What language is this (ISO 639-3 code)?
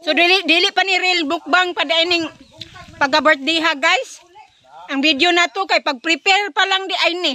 ceb